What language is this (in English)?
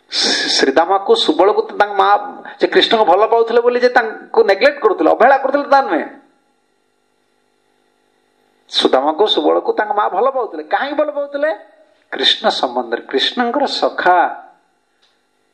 Odia